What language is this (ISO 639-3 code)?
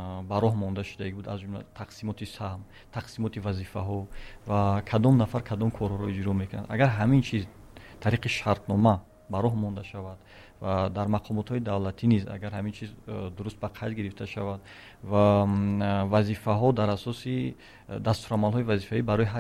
tgk